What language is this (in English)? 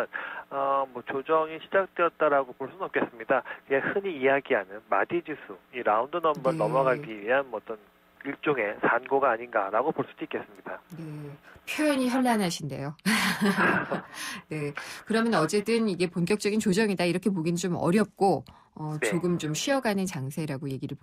Korean